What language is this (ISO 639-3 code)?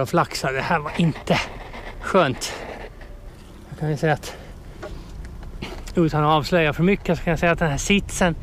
swe